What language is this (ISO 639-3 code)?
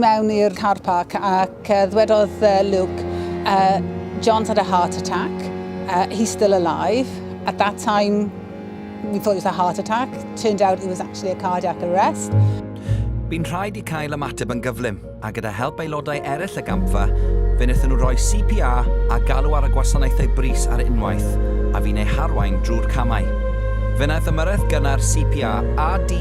cym